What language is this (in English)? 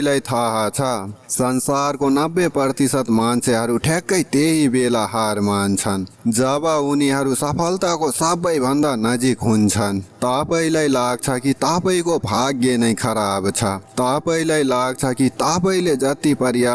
Nepali